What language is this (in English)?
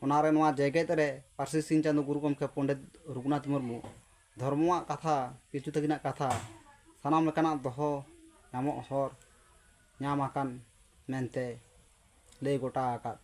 Santali